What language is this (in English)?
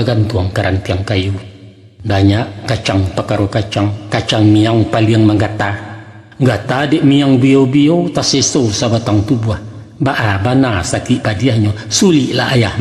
Minangkabau